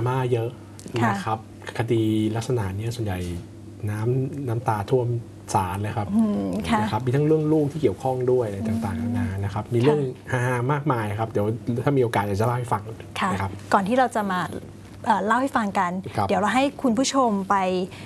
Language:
Thai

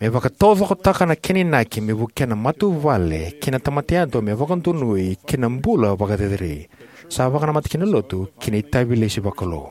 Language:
Fijian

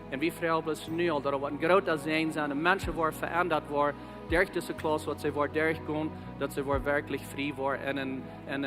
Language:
Plautdietsch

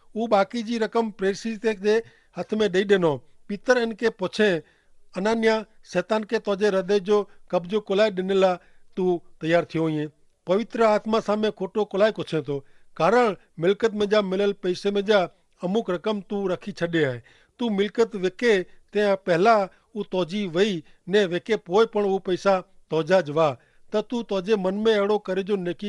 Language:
Kachhi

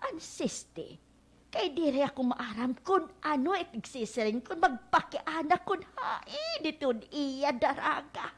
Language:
Waray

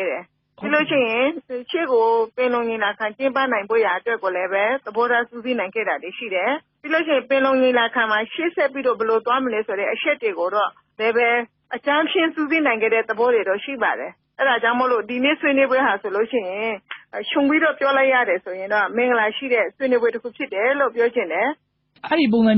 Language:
Burmese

